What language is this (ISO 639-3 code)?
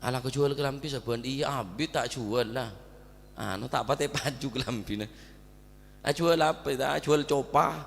mad